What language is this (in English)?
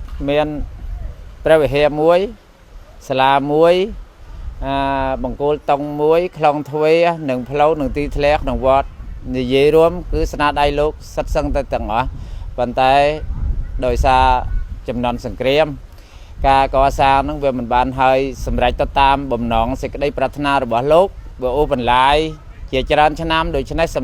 Khmer